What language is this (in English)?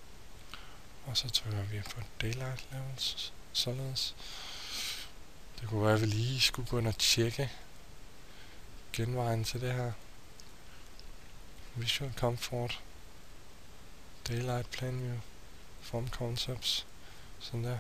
Danish